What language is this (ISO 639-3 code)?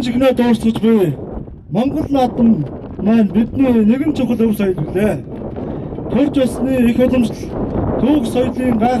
mon